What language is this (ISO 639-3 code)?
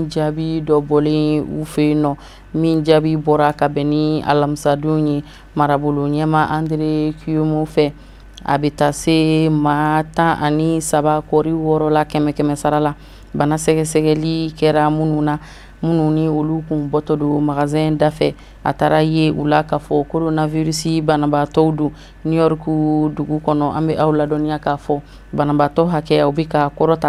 bam